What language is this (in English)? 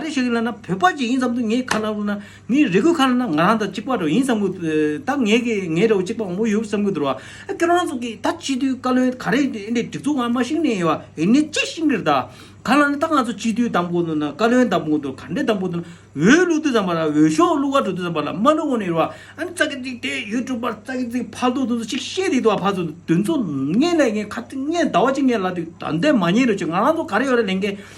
Tibetan